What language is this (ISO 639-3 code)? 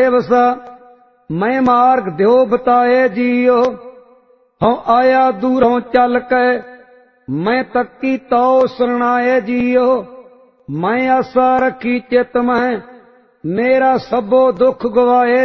pan